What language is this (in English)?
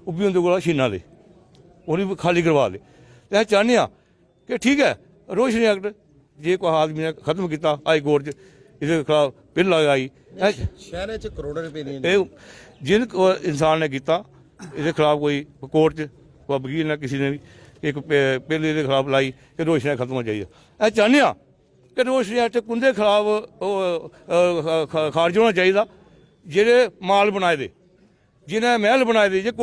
Dogri